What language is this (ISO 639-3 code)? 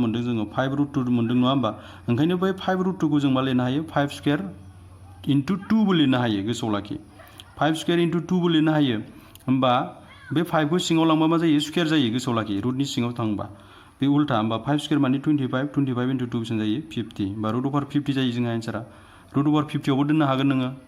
brx